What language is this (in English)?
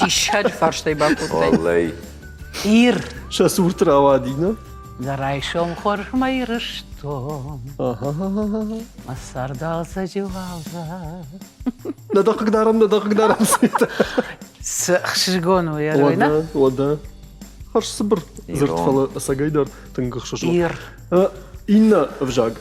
Ossetic